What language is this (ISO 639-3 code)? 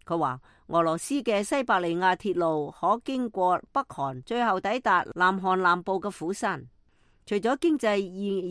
yue